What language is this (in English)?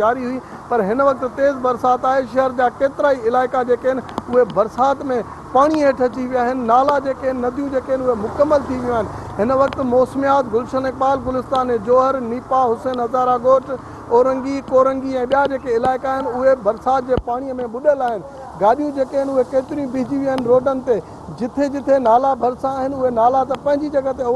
Sindhi